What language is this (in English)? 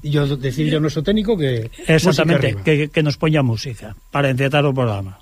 Galician